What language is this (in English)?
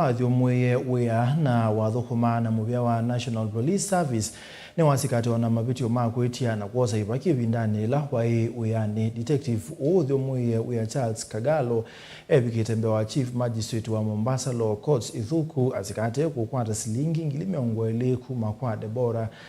Kamba